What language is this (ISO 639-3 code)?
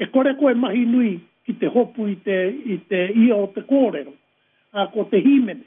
mri